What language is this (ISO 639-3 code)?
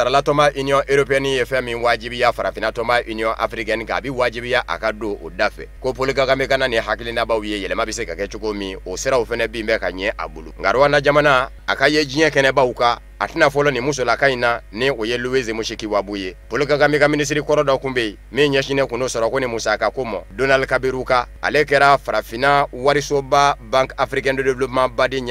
bam